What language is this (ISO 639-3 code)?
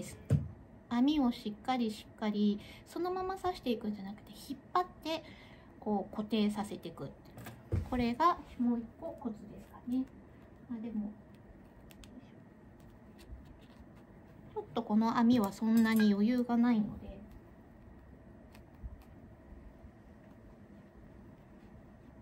jpn